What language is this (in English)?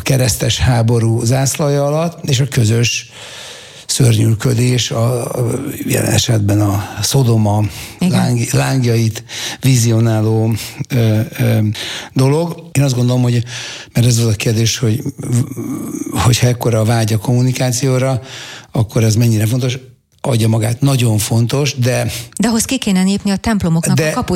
Hungarian